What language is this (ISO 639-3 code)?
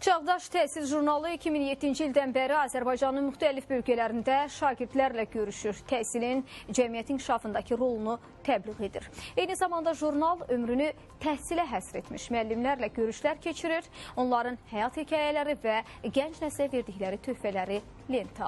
aze